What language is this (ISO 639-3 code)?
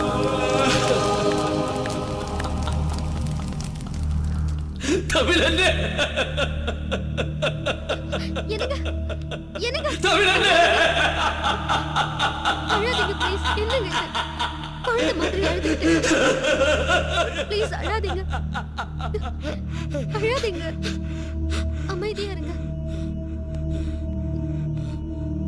tam